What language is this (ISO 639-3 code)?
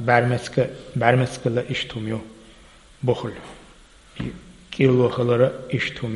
che